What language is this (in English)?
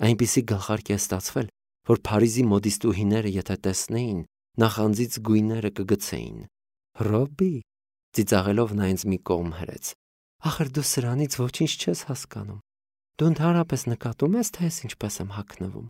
Armenian